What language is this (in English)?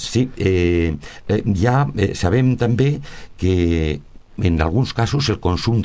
Catalan